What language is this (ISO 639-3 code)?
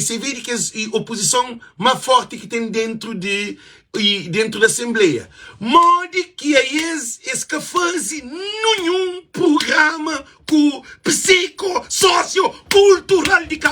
kea